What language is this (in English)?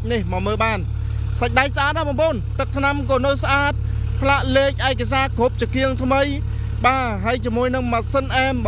Khmer